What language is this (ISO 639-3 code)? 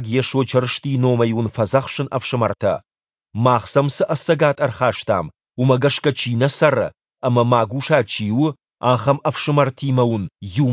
oss